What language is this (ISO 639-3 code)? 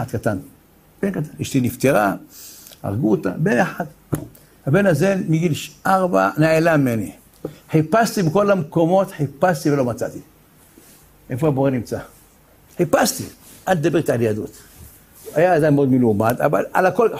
heb